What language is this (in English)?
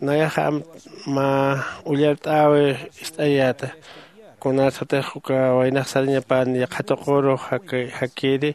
Aymara